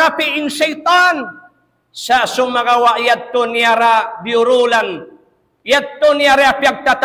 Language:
Tausug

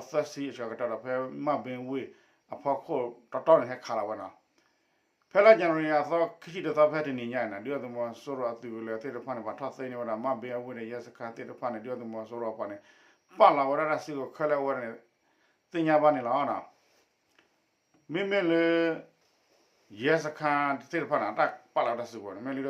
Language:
S'gaw Karen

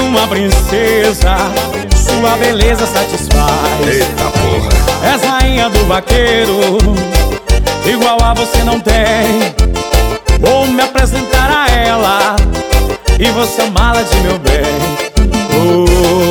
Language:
Portuguese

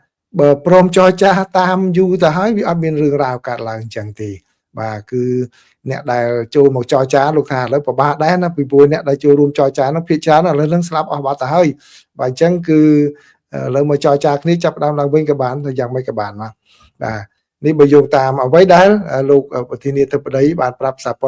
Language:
Khmer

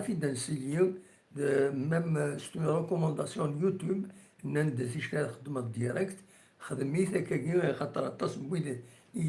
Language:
Kabyle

